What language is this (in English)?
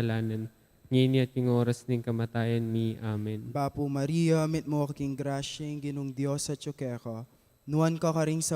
Pampanga